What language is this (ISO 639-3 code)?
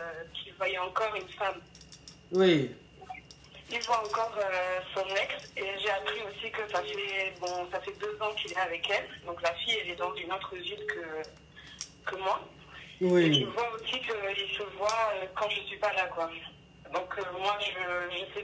fra